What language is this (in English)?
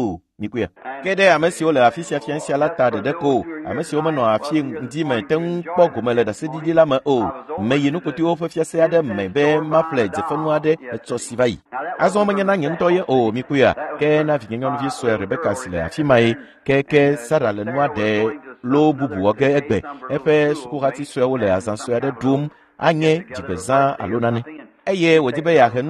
Ewe